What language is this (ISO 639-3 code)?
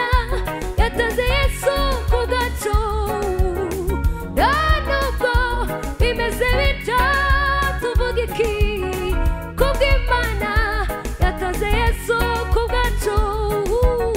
kin